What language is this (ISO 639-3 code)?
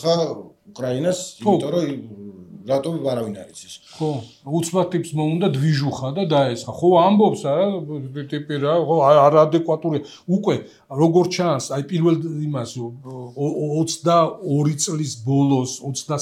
kat